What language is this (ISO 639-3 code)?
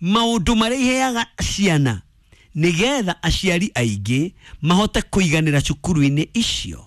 kik